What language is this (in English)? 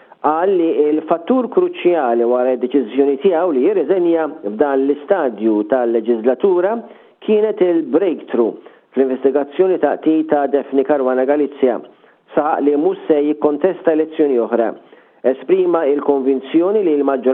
Maltese